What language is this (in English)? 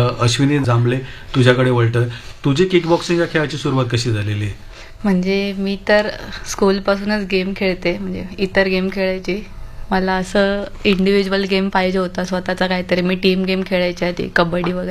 Marathi